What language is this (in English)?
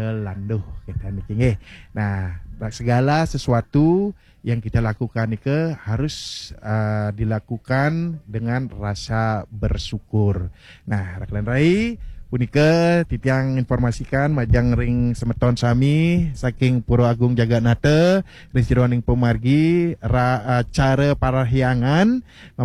Balinese